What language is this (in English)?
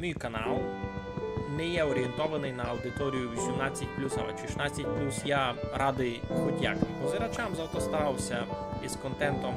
Rusyn